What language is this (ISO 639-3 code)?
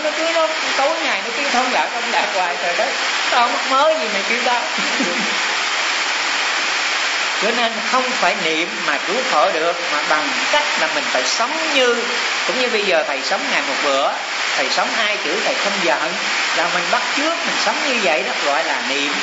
vie